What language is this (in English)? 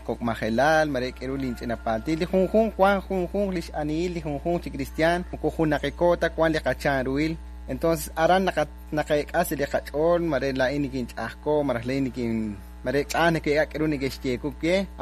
Kekchí